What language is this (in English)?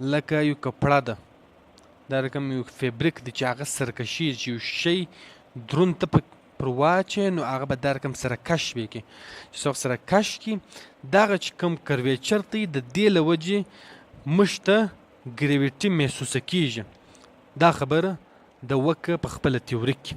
Pashto